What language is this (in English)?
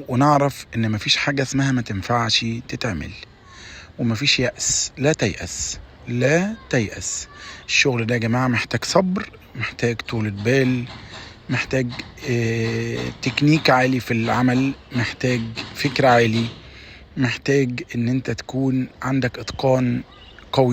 Egyptian Arabic